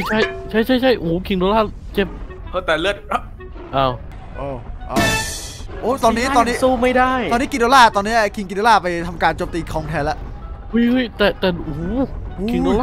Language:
Thai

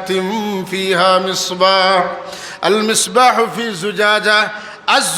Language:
Sylheti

